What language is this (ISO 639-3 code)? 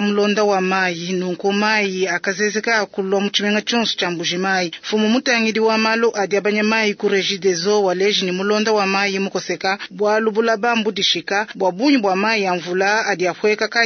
lua